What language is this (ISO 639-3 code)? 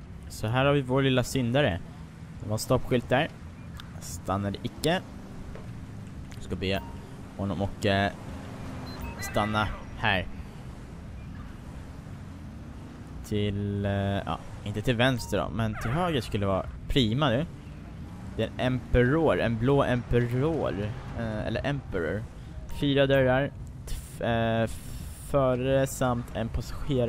swe